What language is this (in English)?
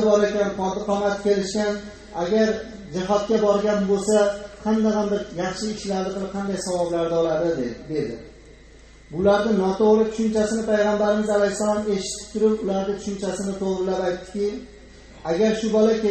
Uzbek